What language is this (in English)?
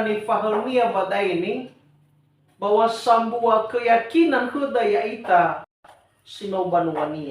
Nias